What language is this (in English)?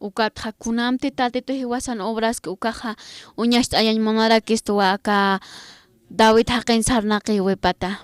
Aymara